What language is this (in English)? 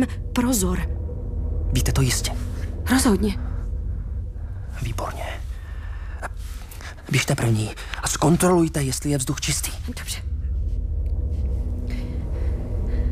Czech